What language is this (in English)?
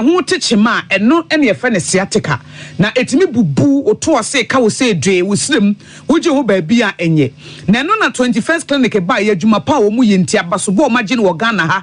Akan